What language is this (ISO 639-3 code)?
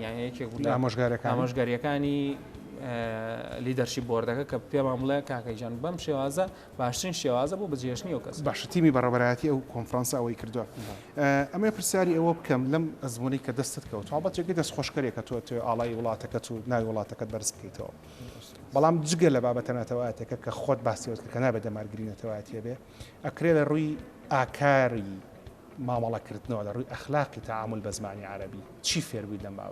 ckb